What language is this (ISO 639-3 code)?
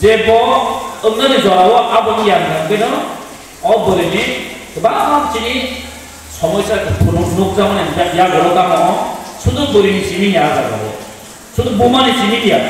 trp